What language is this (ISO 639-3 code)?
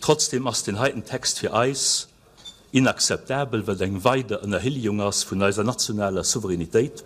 ltz